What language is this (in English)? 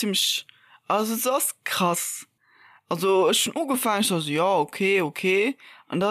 Luxembourgish